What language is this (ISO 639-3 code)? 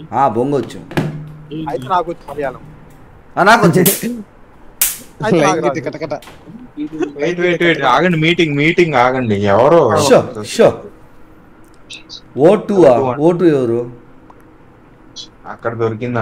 tel